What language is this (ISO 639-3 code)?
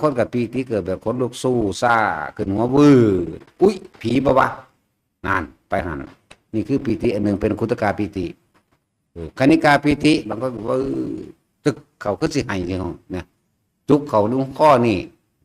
tts